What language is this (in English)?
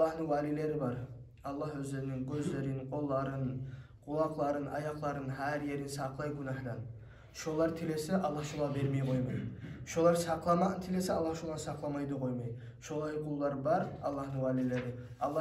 Kumyk